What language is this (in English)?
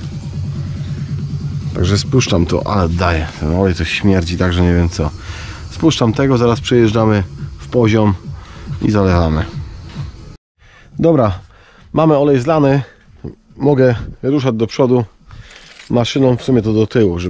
Polish